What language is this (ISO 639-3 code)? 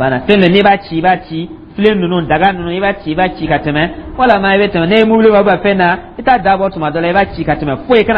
dyu